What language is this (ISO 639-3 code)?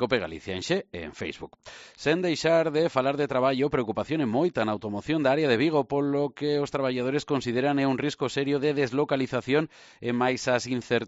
glg